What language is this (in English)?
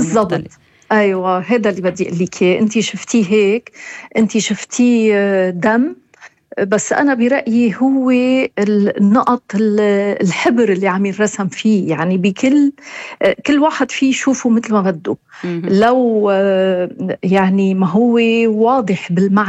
North Levantine Arabic